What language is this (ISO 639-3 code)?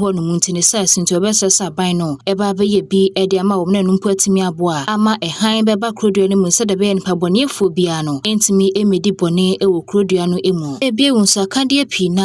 aka